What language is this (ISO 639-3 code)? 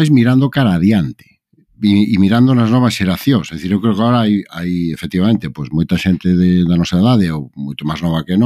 glg